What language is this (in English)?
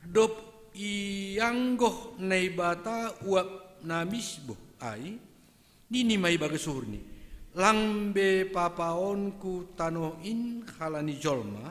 Batak Simalungun